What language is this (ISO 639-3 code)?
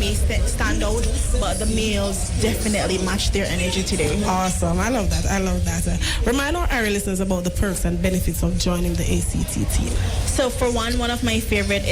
jam